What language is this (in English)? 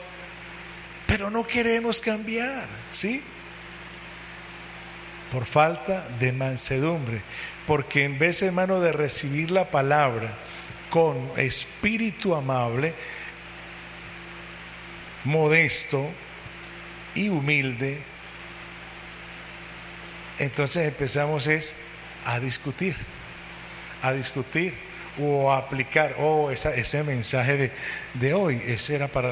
Spanish